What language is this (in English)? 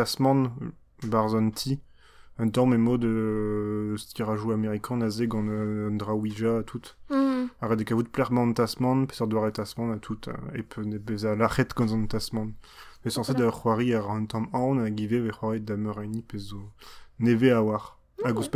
Breton